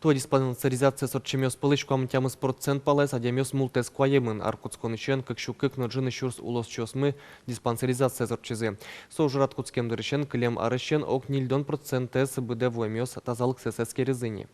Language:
Udmurt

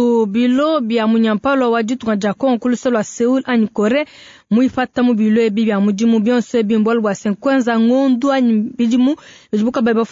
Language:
Luba-Lulua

